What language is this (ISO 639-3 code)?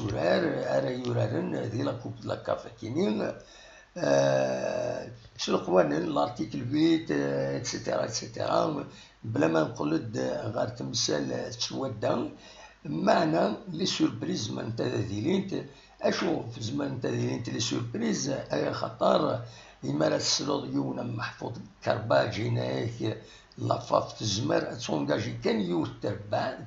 kab